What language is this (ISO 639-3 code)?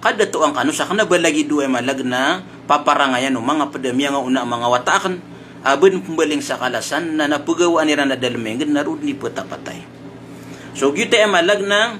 mrw